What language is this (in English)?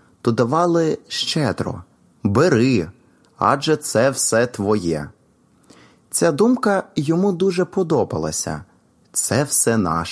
Ukrainian